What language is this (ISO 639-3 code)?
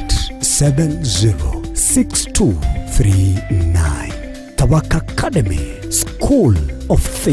guz